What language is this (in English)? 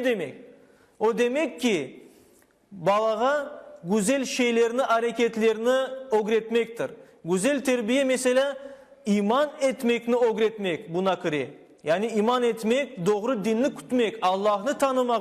Crimean Tatar